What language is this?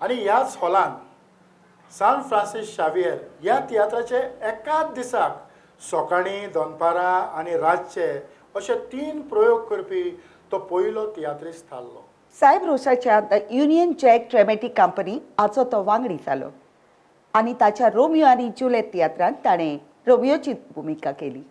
Konkani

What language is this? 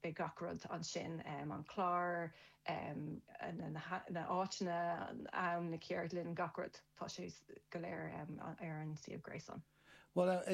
Irish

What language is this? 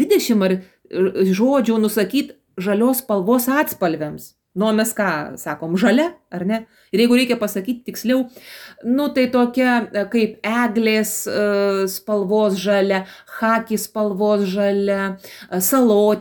Lithuanian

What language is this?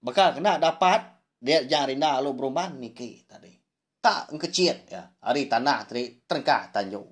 Iban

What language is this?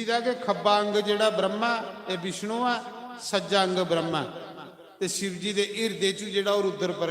Dogri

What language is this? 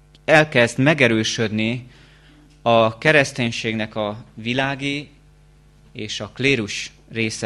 Hungarian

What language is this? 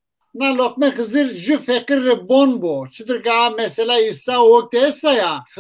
Zaza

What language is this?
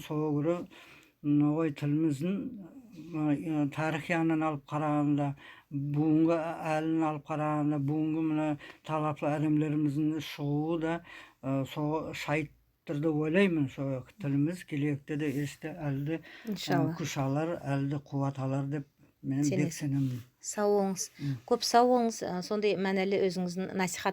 Nogai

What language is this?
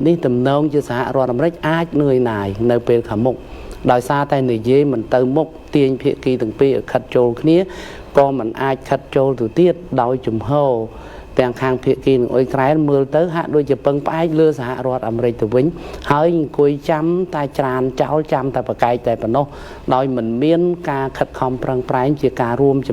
Khmer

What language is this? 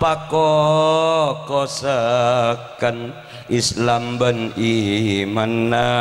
Madurese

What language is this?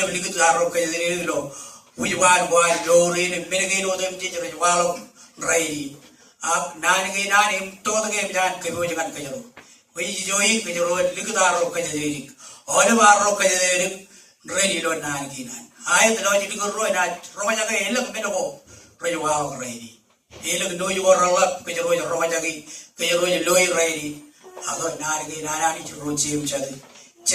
Marshallese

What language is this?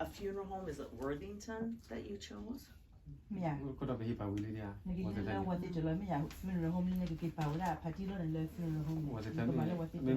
S'gaw Karen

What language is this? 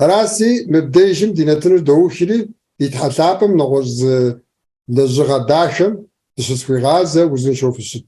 Kabardian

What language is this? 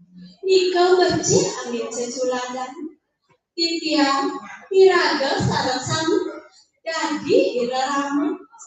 Balinese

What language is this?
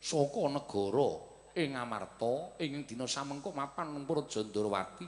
Javanese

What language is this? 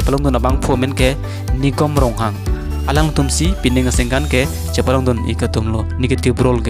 Karbi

